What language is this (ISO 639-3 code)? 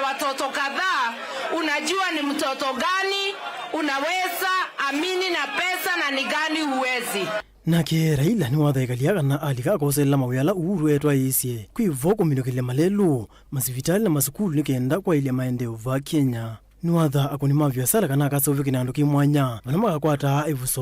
kam